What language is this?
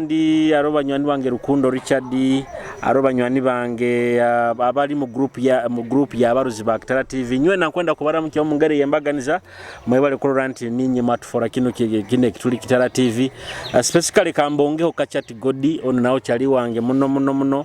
Nyoro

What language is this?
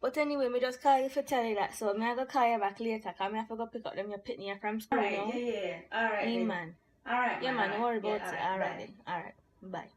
Jamaican Creole English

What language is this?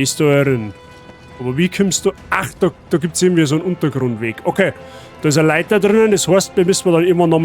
Bavarian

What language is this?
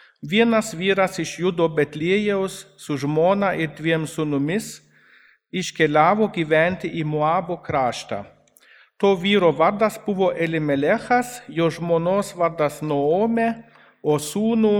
Lithuanian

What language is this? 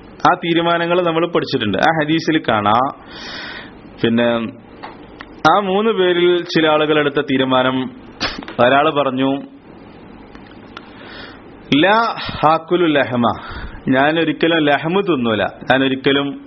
Malayalam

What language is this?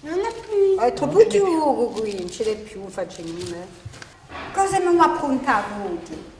Corsican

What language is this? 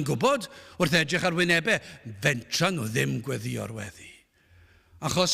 Welsh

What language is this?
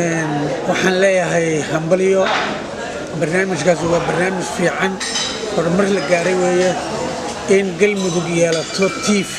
Somali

